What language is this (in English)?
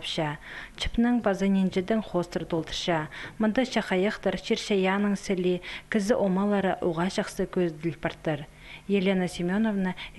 Khakas